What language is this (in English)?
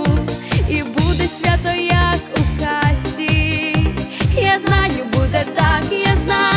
Ukrainian